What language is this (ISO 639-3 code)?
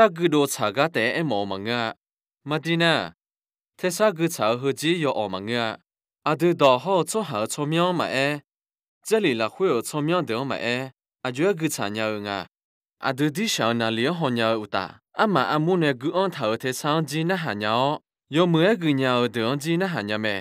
ahk